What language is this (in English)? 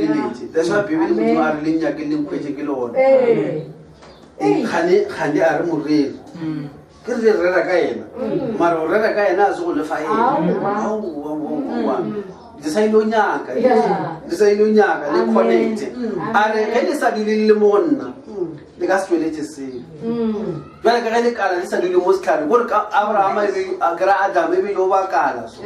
Northern Sotho